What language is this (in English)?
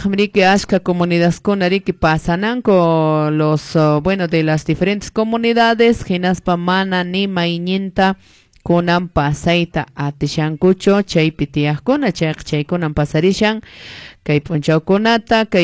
Quechua